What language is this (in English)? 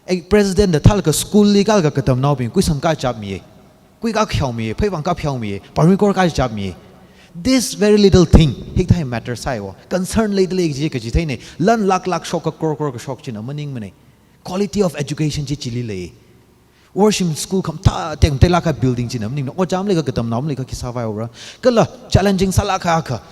Tangkhul Naga (India)